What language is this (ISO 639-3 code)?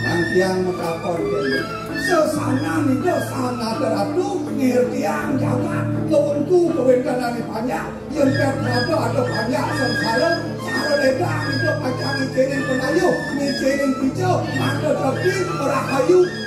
ban